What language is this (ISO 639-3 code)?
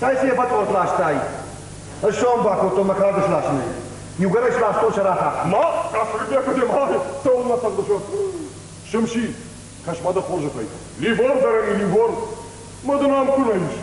oss